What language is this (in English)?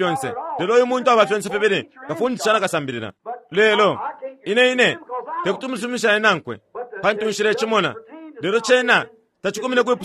Bemba